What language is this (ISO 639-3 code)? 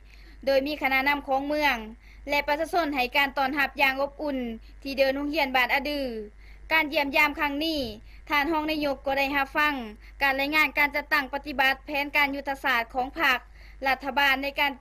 lao